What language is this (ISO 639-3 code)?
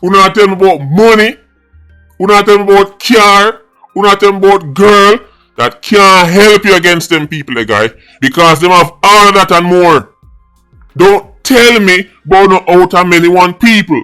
jam